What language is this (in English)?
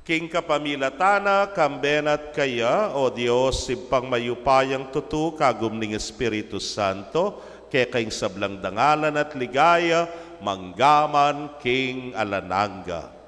Pampanga